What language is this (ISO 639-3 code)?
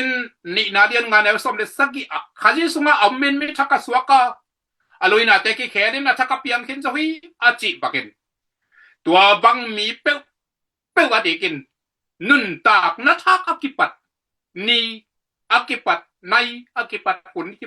ctd